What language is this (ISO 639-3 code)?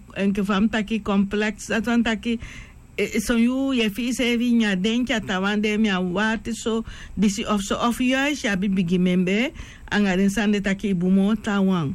srn